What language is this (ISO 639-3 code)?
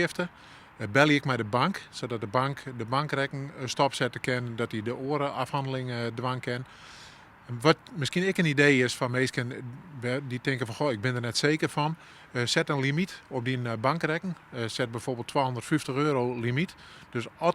fry